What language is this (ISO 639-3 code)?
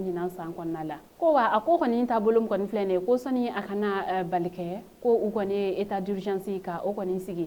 bam